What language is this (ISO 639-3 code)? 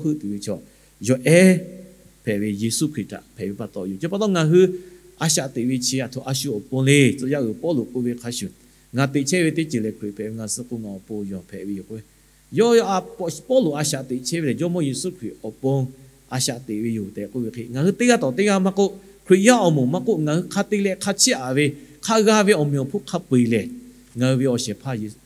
lhu